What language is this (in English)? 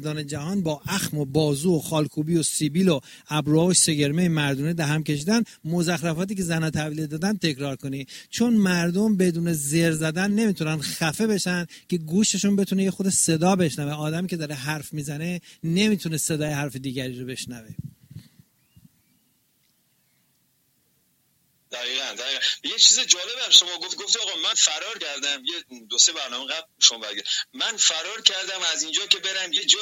Persian